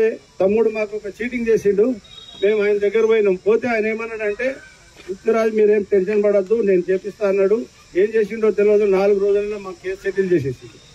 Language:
Telugu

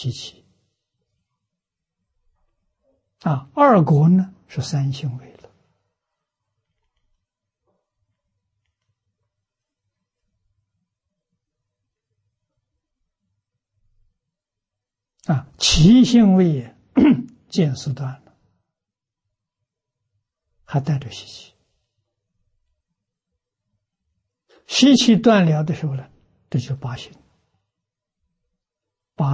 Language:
Chinese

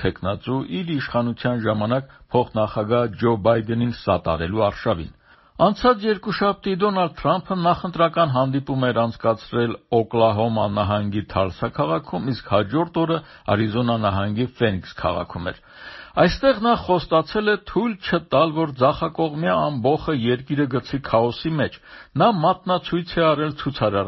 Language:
Armenian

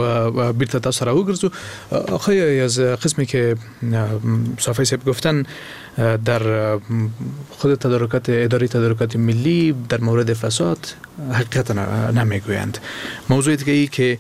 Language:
Persian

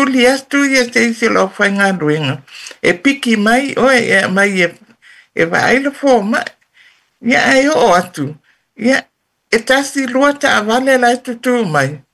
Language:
Samoan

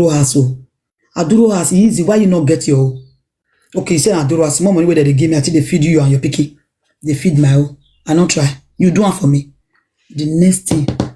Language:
Nigerian Pidgin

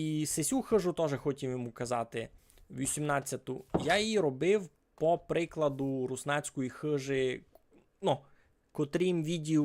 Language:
Rusyn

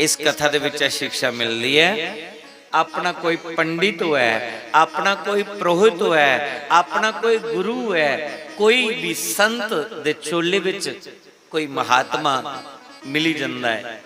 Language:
Dogri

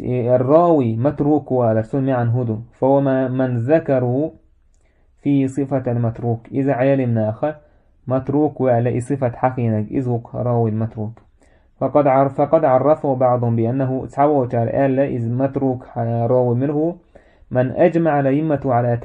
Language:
Chechen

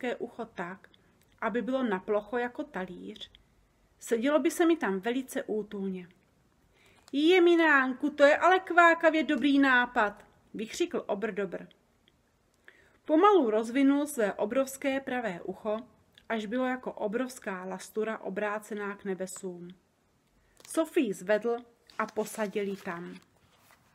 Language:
Czech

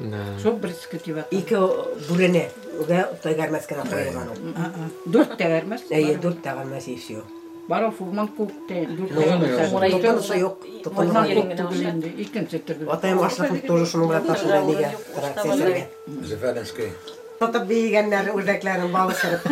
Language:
Bashkir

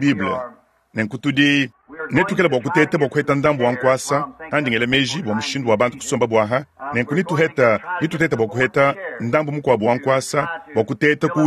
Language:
Luba-Lulua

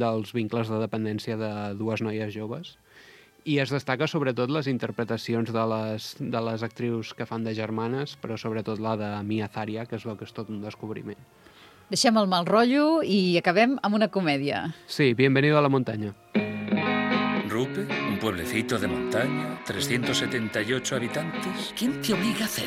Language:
Catalan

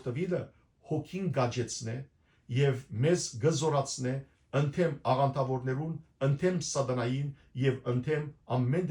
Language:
Western Armenian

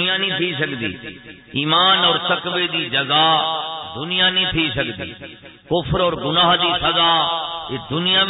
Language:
Saraiki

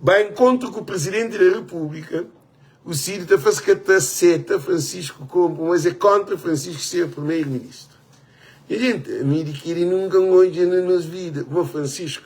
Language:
Kabuverdianu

